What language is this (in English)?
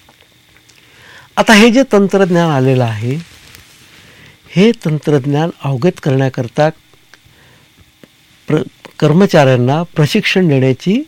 Marathi